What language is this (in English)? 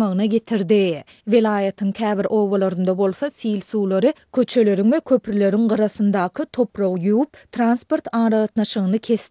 Turkmen